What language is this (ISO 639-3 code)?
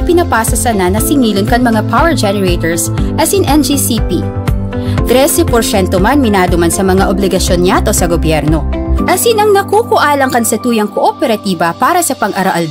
bik